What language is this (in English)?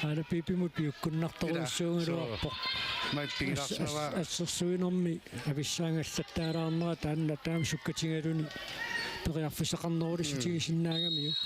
Kalaallisut